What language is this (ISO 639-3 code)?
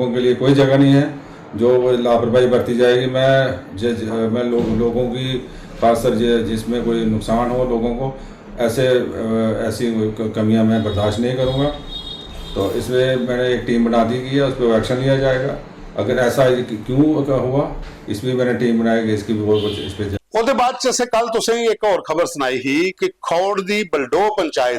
doi